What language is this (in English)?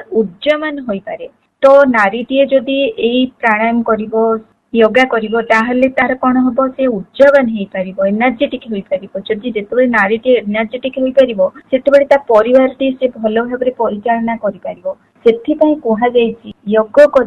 Odia